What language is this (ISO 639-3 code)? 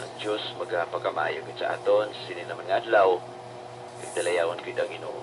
hil